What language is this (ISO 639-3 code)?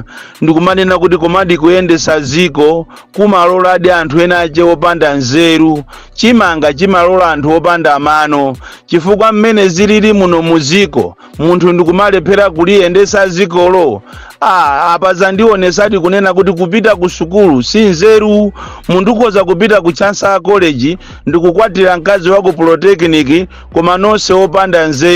nya